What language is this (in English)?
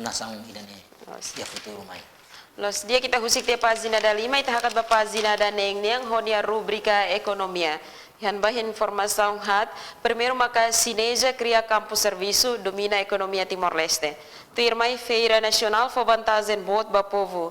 Tetum